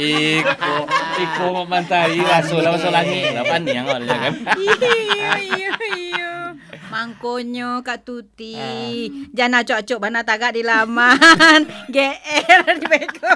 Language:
Minangkabau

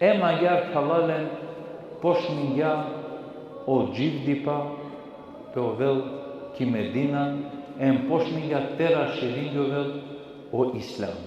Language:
Balkan Romani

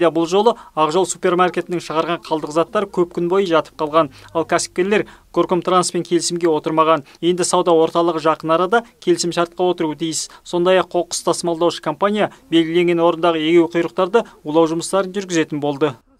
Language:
Kazakh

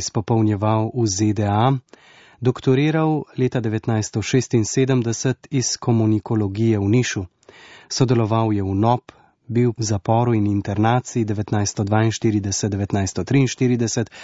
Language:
Slovenian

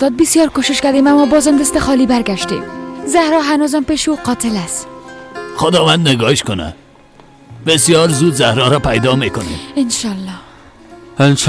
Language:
Persian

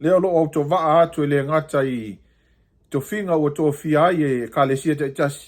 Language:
Samoan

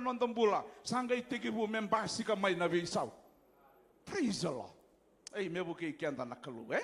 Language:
Fijian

